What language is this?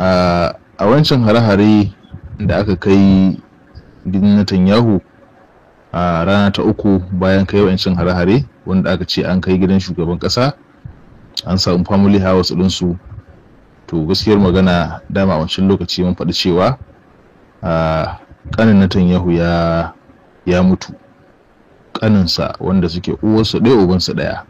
Hausa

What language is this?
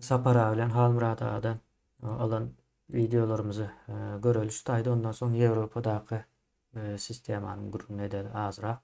Turkmen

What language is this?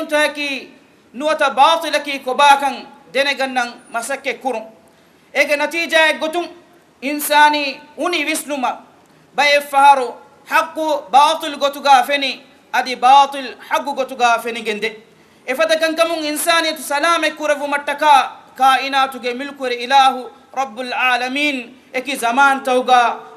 Divehi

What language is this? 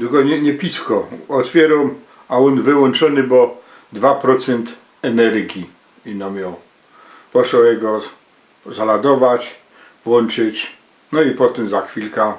Silesian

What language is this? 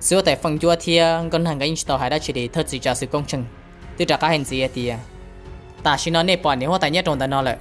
Hmong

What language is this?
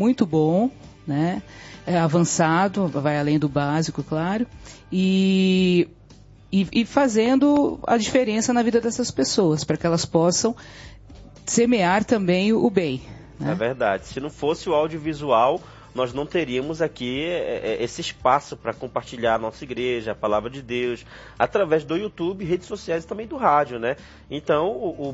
Portuguese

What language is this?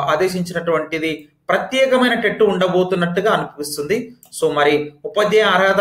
Telugu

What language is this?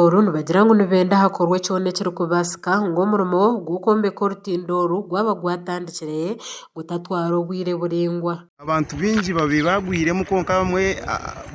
Nyankole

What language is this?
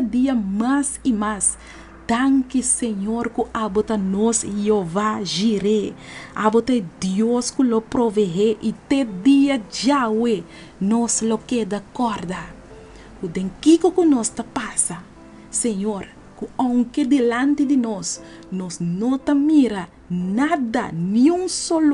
Papiamento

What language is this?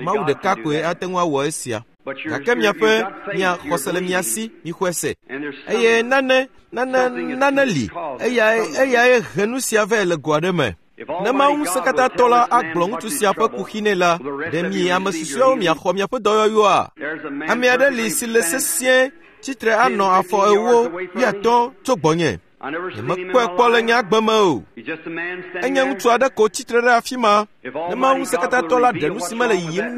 Ewe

